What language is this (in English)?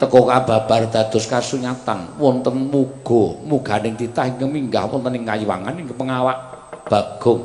Javanese